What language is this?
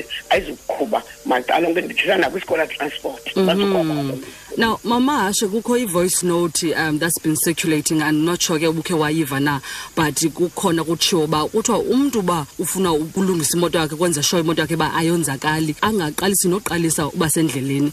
Xhosa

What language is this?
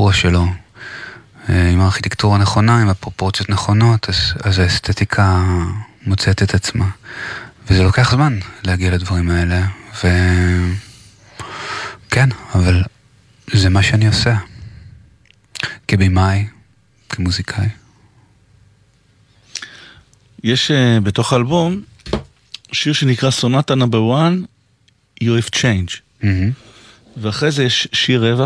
Hebrew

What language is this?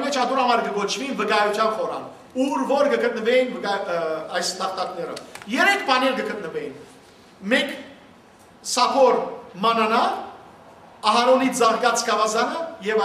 Western Armenian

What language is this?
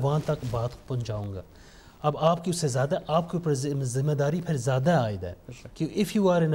Urdu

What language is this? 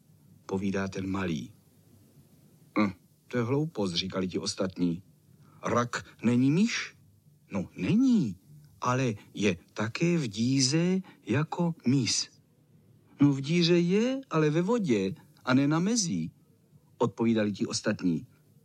Czech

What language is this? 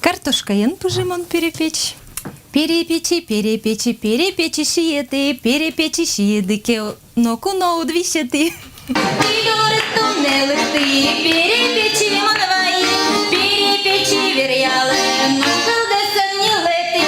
Udmurt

